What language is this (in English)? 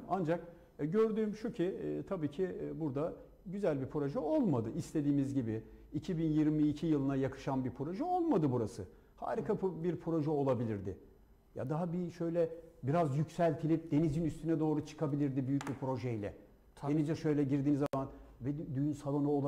Turkish